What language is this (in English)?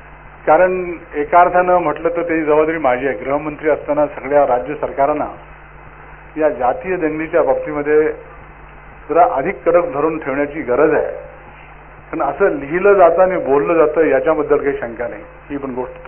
Marathi